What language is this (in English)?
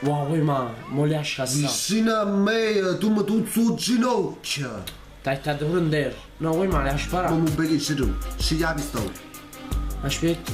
Neapolitan